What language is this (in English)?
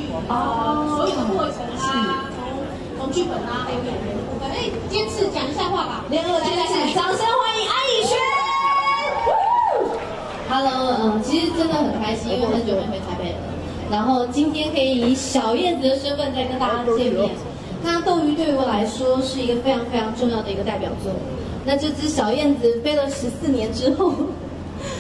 Chinese